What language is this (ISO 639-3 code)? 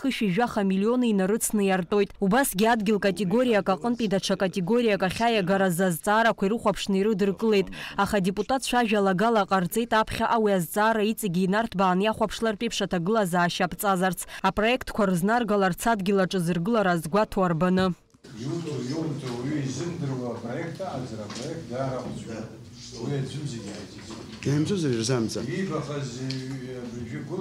abk